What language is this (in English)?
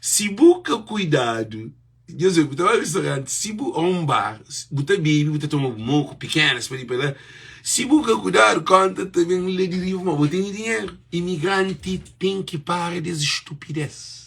Kabuverdianu